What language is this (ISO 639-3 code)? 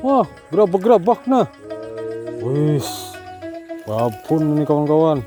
bjn